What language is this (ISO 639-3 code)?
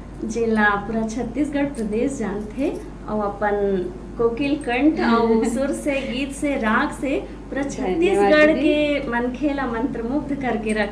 hne